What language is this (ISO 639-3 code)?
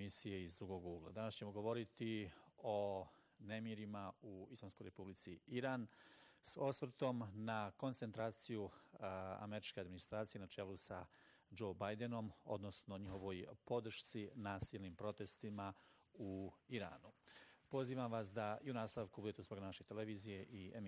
bos